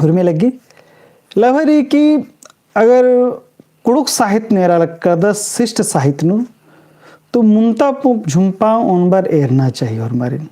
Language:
Kurukh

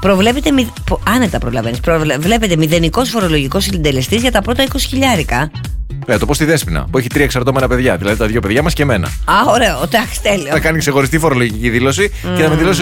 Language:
Greek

